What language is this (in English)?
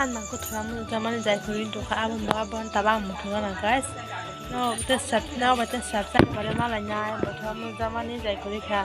Kok Borok